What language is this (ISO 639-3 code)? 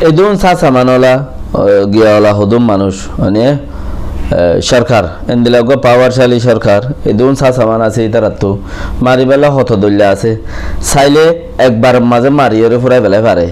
rhg